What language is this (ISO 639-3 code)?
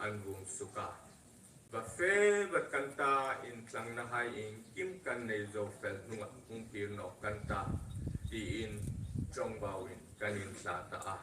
hmr